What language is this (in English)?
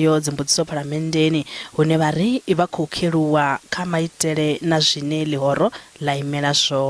Venda